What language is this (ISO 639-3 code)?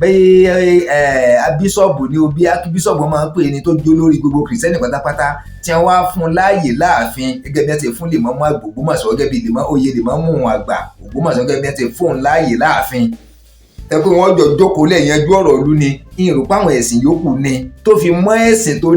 yor